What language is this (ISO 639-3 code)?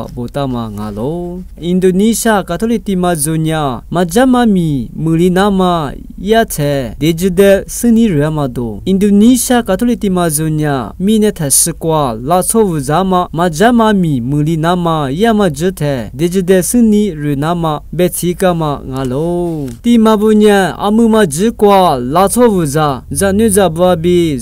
lis